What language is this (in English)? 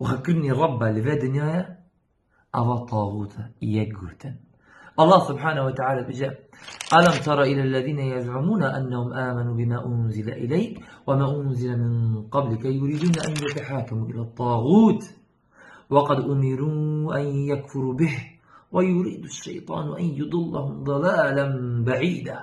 Kurdish